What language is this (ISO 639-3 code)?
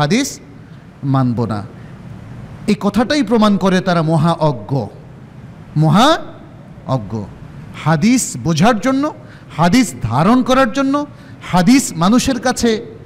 ben